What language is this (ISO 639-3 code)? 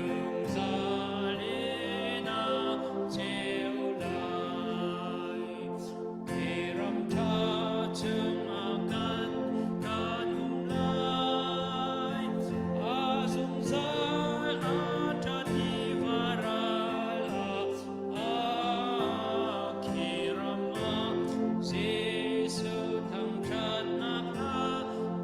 cnh